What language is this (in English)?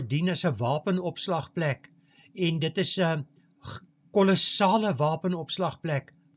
Afrikaans